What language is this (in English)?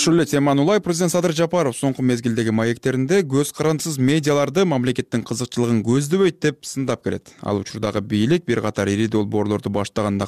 Kyrgyz